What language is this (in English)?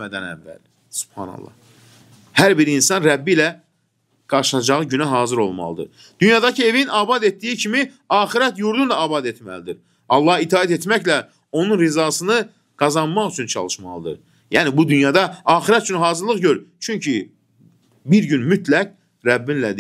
Azerbaijani